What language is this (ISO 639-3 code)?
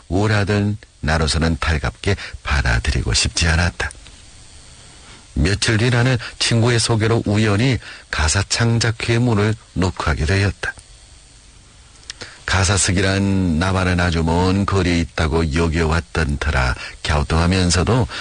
kor